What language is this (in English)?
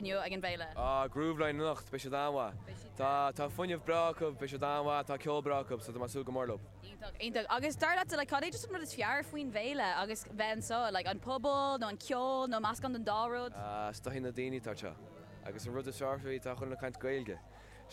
Irish